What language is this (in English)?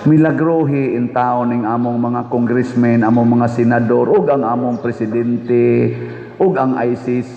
Cebuano